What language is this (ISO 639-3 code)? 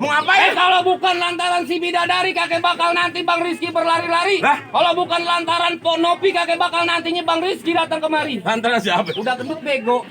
bew